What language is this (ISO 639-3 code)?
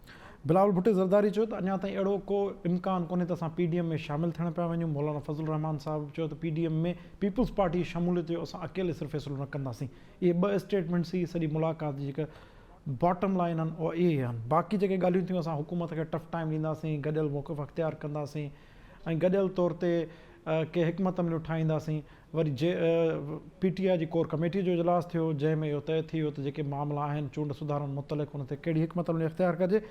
snd